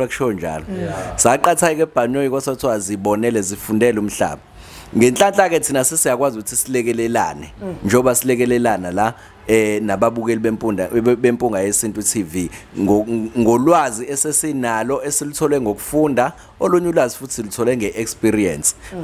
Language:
Zulu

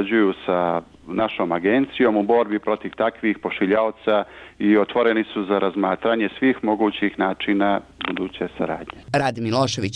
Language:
Serbian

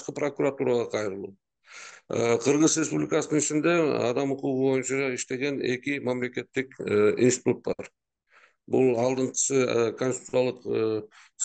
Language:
Kyrgyz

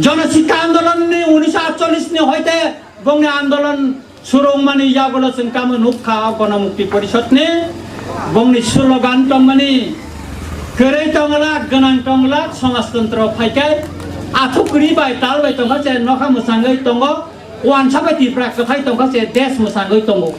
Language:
Kok Borok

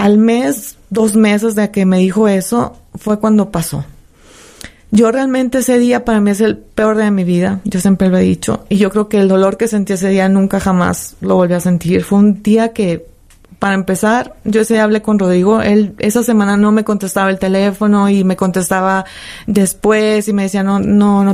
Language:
Spanish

